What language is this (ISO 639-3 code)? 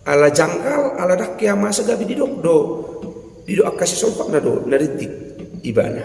bbc